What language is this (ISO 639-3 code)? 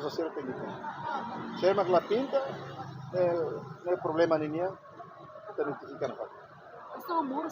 tet